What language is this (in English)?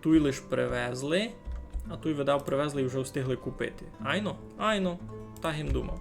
Rusyn